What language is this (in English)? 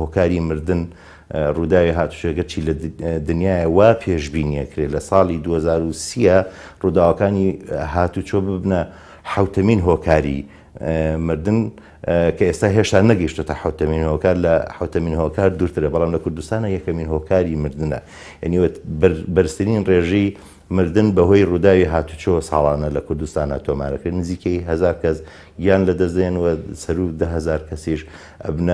Central Kurdish